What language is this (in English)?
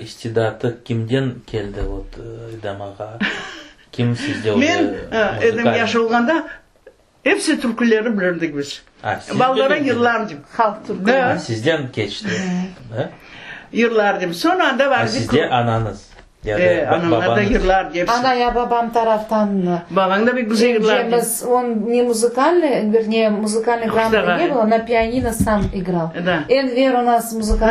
Crimean Tatar